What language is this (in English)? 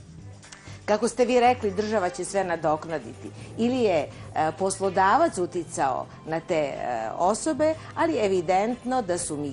Bosnian